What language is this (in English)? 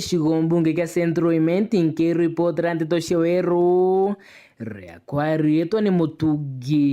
Meru